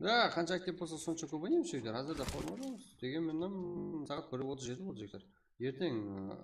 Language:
Kara-Kalpak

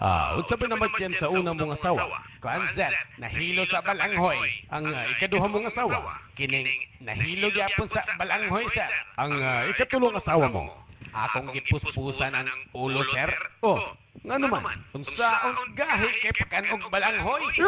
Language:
Cebuano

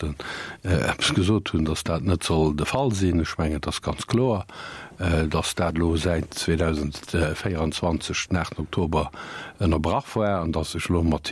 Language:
Luxembourgish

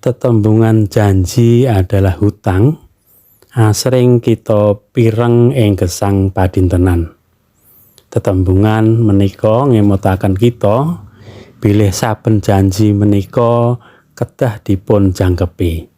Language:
Javanese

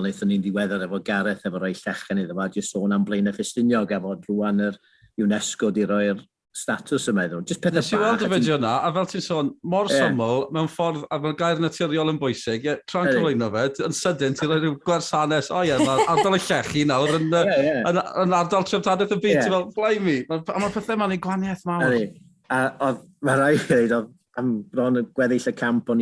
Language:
Welsh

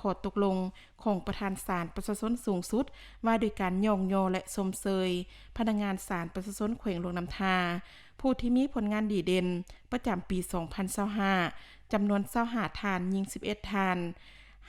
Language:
Lao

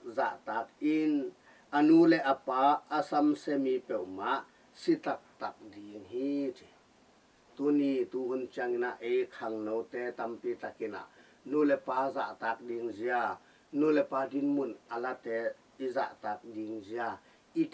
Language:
Tedim Chin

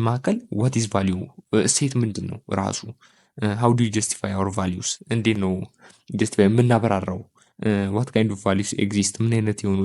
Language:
Amharic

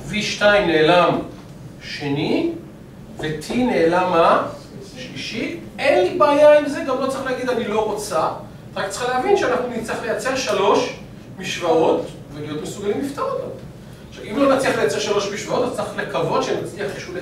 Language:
Hebrew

